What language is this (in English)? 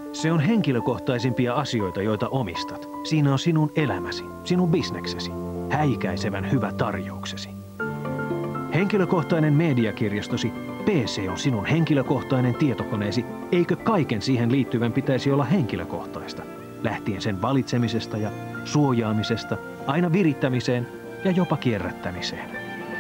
Finnish